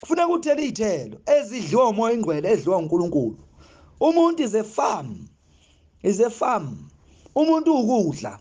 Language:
Zulu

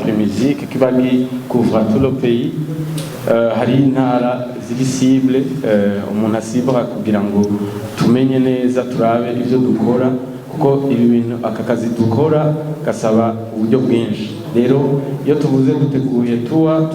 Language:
Rundi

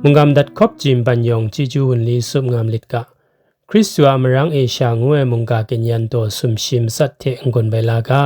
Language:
Kachin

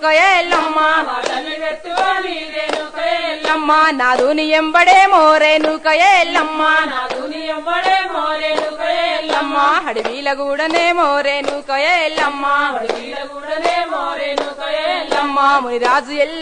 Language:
Telugu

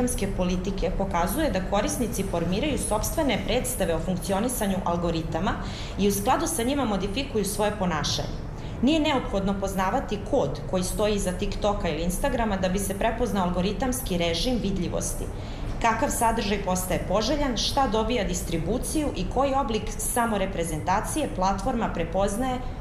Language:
Serbian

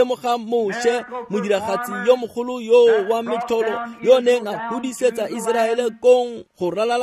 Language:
Tswana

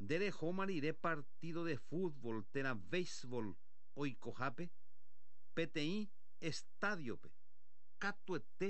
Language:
Guarani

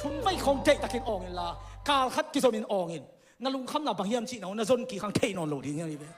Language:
Tedim Chin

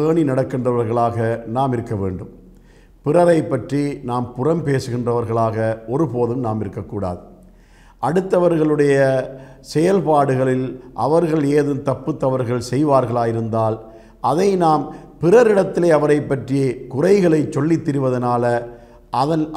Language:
Tamil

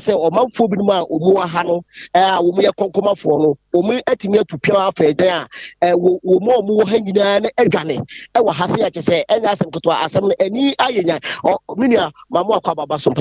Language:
Akan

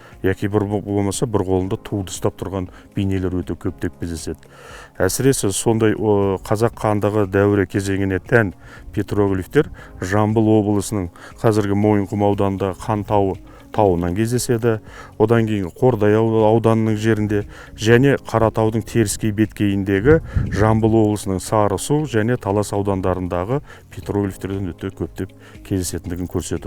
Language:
Kazakh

